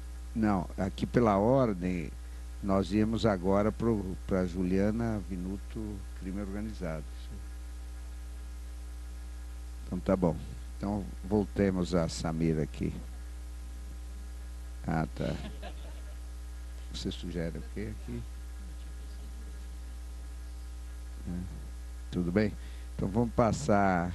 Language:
Portuguese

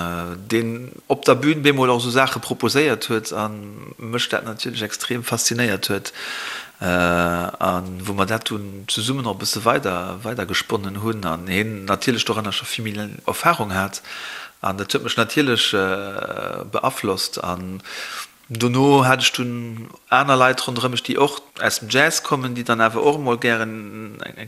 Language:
Luxembourgish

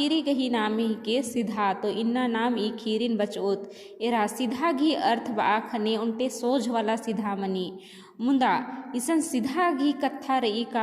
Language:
Kurukh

